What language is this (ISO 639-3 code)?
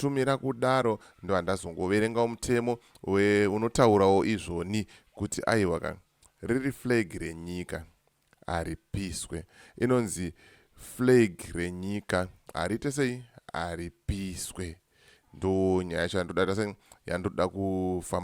sna